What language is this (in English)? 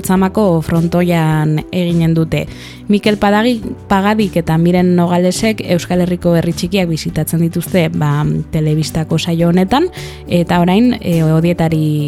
Basque